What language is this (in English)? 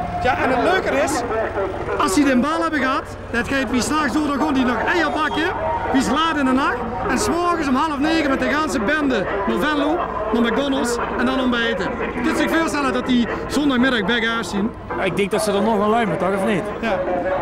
Limburgish